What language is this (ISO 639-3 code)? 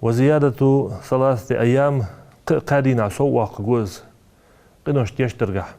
inh